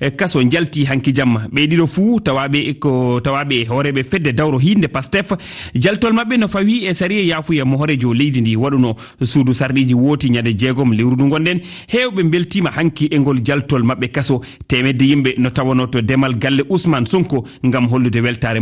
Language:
Fula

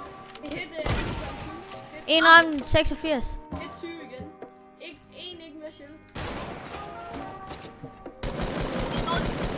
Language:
Danish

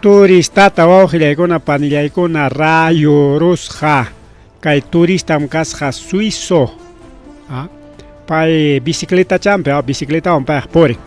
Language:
Ayacucho Quechua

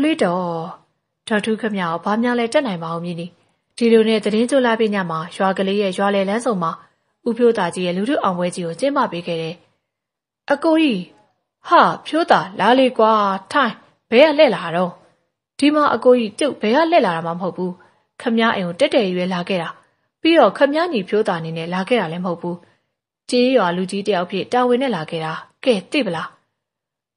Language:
Burmese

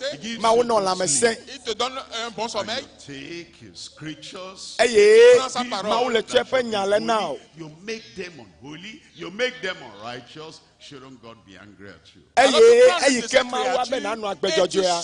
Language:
Ewe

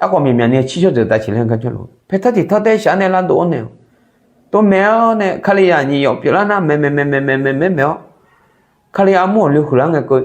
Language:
Akha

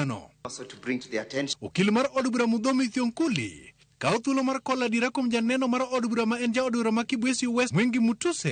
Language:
Luo (Kenya and Tanzania)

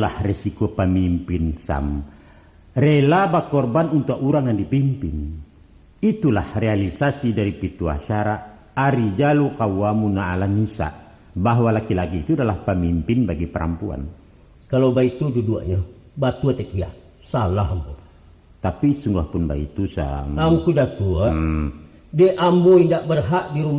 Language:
Minangkabau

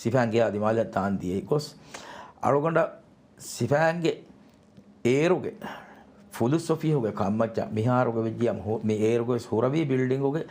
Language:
Divehi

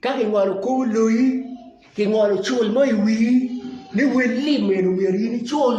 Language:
Acoli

